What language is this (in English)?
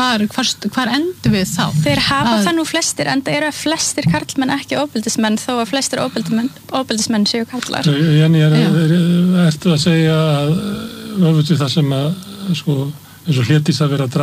Icelandic